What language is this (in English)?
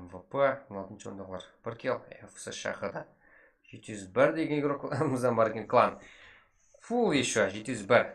Kara-Kalpak